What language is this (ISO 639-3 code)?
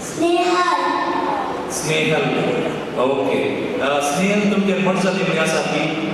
kok